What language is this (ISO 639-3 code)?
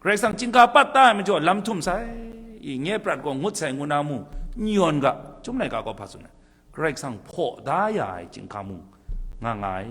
kac